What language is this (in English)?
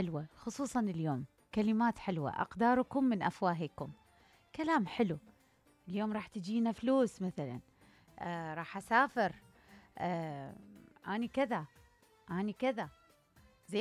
Mesopotamian Arabic